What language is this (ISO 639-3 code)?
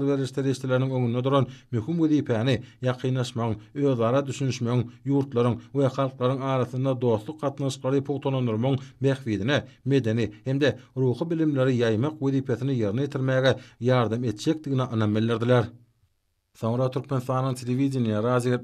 tuk